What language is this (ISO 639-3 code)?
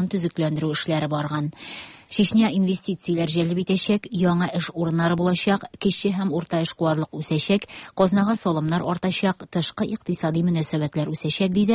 tat